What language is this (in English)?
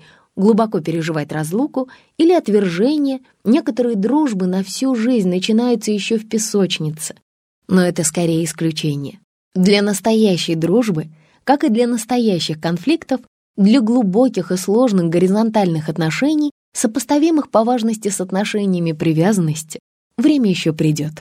Russian